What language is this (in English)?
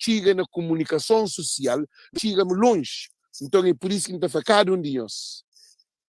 Kabuverdianu